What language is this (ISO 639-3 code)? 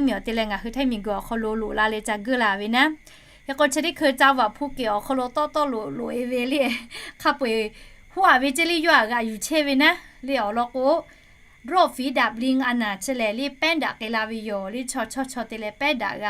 lhu